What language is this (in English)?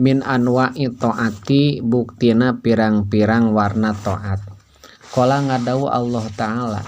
Sundanese